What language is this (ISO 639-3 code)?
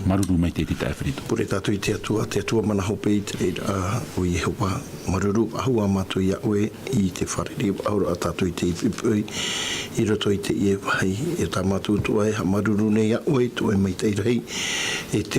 tah